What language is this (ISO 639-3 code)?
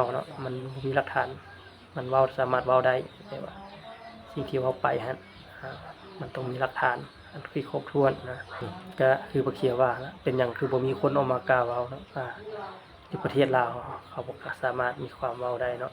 lao